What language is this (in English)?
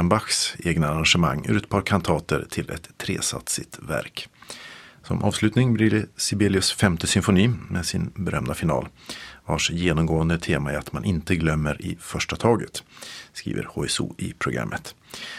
Swedish